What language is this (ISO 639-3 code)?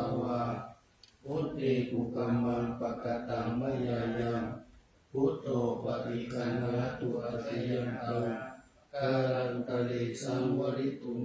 pli